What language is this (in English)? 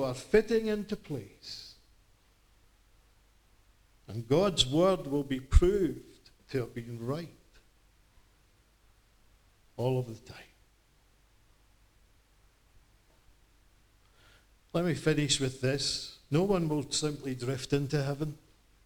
English